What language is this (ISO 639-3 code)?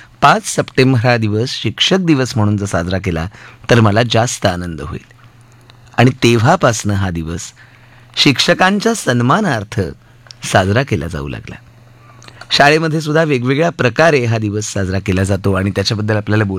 mar